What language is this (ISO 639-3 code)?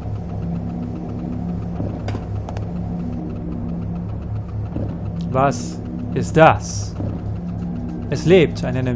deu